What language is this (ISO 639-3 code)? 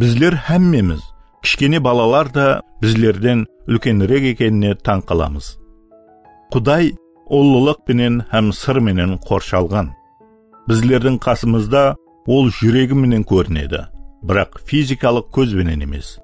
kaa